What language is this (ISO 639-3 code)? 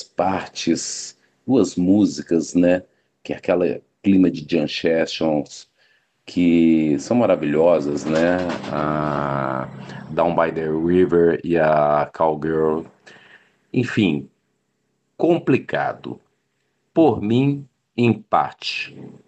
por